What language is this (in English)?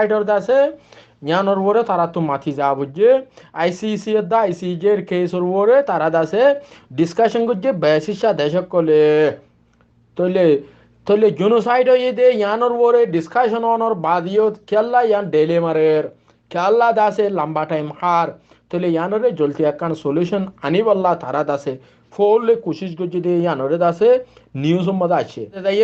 Rohingya